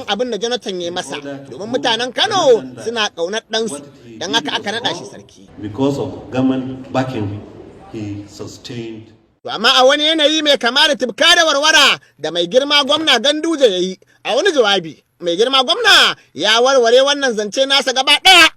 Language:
Hausa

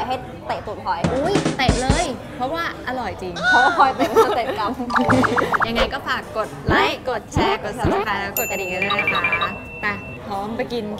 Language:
Thai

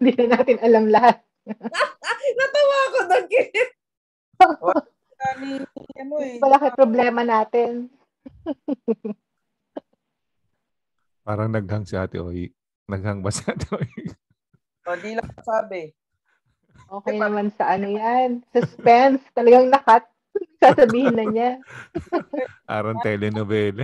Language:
Filipino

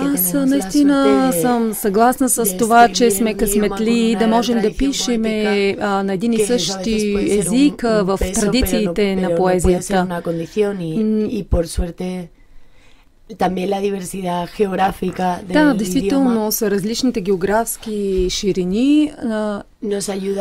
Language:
Bulgarian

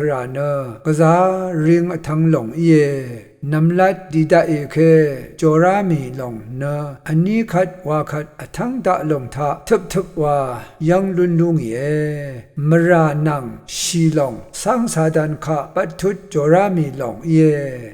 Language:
Rawang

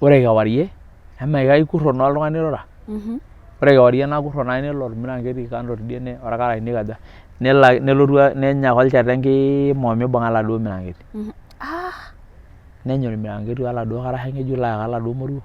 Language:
Masai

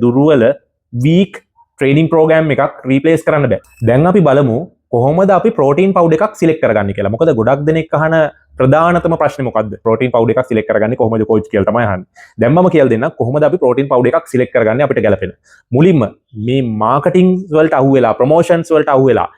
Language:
Sinhala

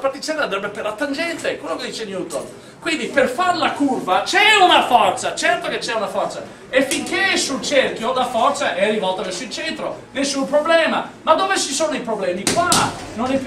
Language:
Italian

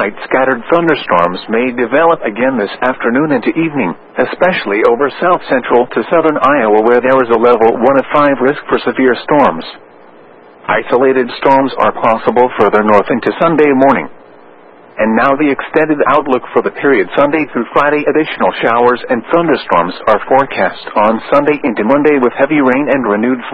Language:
English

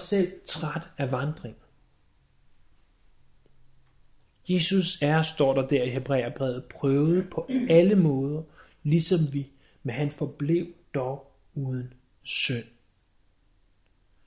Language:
Danish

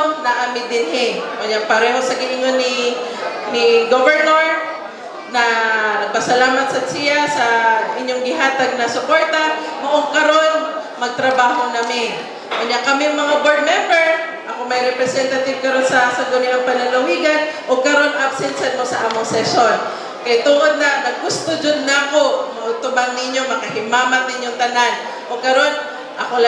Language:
Cebuano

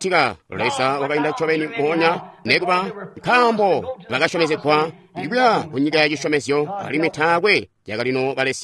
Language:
Tonga (Zambia)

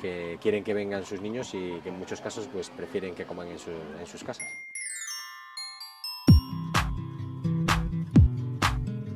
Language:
Spanish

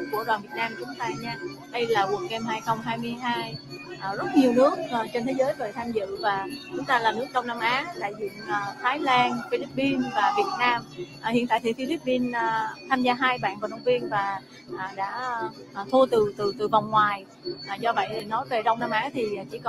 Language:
Vietnamese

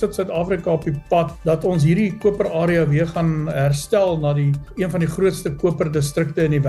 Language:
Afrikaans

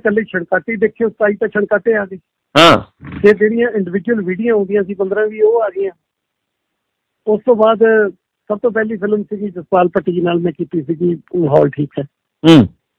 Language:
Punjabi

